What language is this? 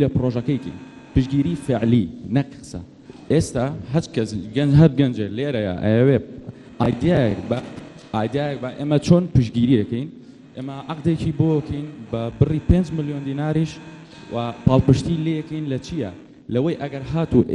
Central Kurdish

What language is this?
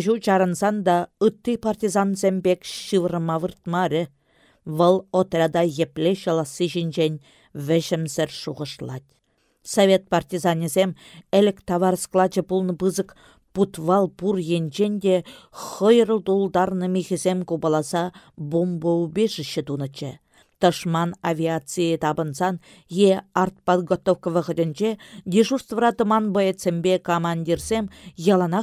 Chuvash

